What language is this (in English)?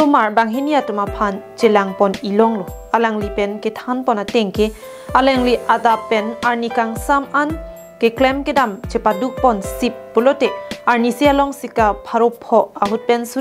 Karbi